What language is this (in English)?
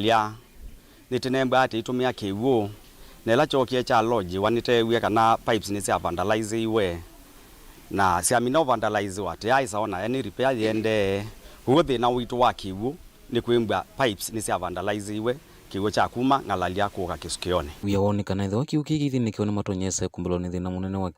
Kamba